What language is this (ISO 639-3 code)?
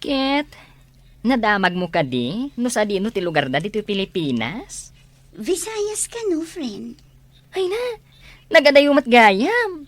ilo